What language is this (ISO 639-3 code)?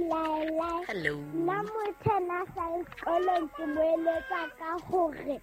sot